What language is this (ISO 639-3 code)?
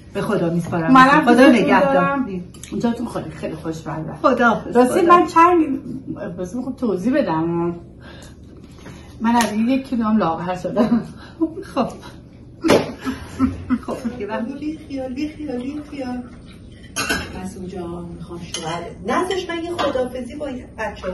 fas